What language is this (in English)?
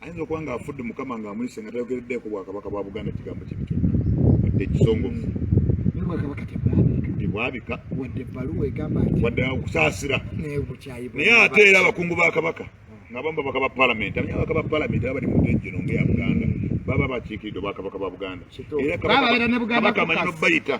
Ganda